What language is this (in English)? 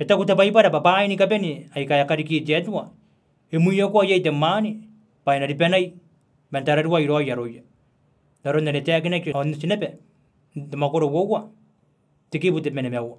Gilbertese